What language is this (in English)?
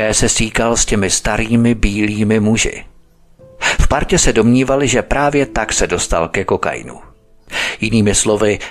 Czech